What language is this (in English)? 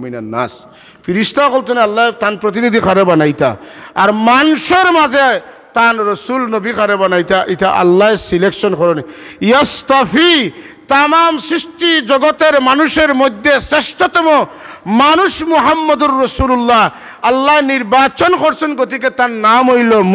Sylheti